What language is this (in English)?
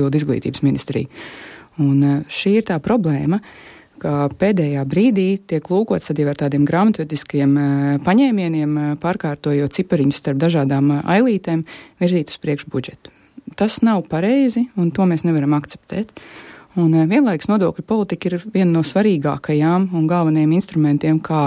Latvian